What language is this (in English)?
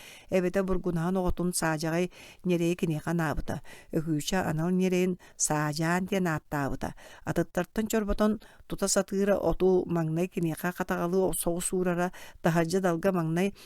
Yakut